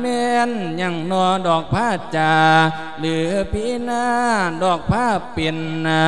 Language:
Lao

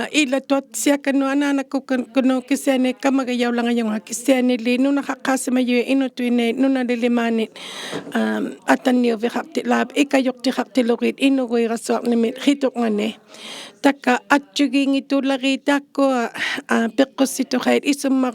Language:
Inuktitut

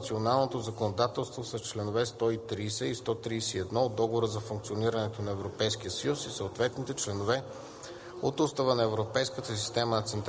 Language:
Bulgarian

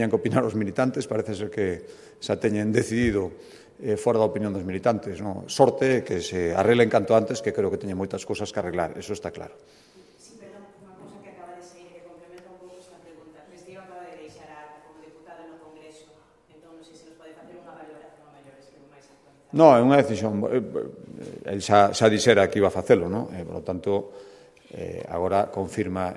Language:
Galician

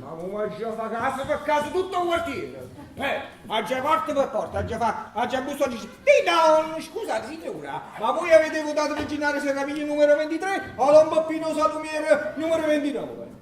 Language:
Neapolitan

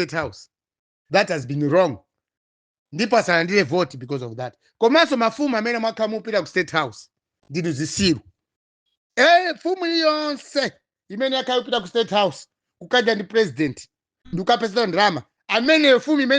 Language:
Nyanja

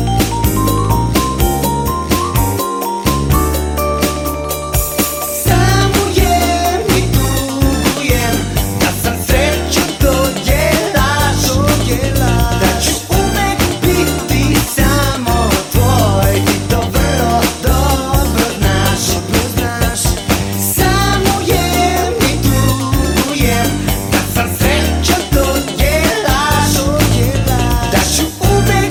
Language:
Serbian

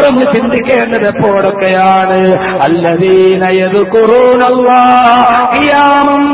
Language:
Malayalam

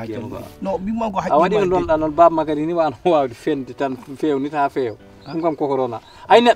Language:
Fula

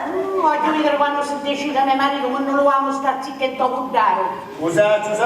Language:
Sicilian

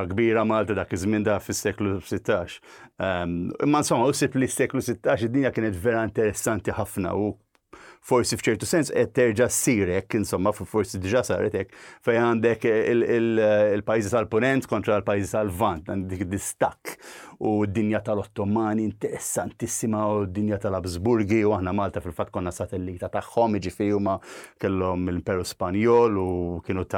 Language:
Maltese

